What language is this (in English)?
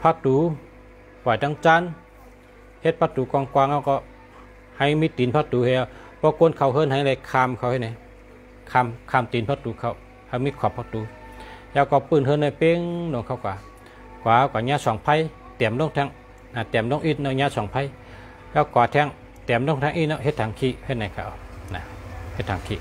Shan